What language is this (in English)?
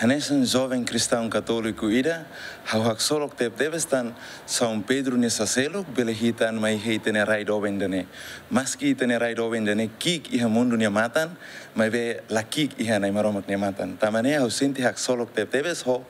Tetum